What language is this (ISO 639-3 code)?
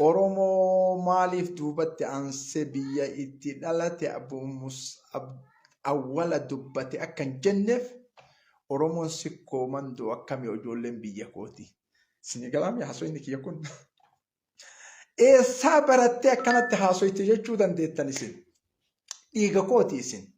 orm